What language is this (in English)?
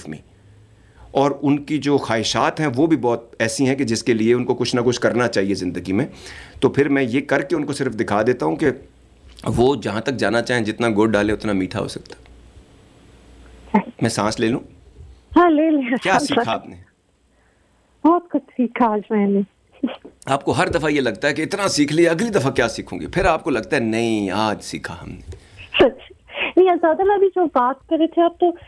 Urdu